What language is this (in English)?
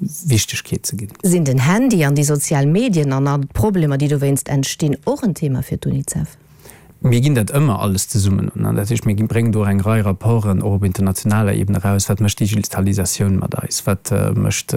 Luxembourgish